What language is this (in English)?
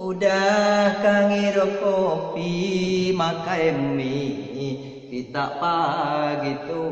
Iban